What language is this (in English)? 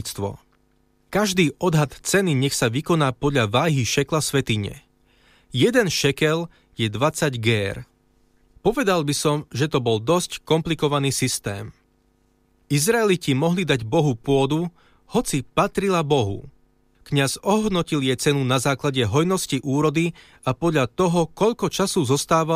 Slovak